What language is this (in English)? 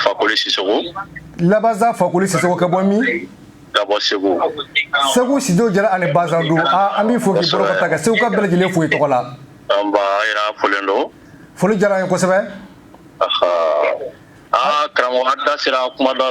Bambara